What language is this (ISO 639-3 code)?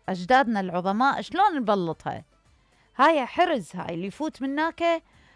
acm